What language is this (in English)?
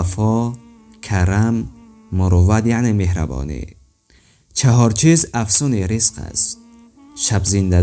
Tajik